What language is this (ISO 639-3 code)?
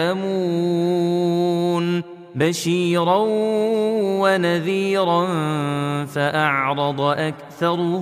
ara